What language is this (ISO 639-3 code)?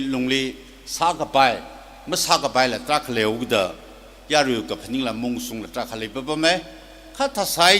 nmf